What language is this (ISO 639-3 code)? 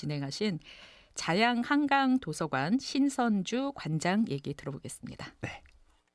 kor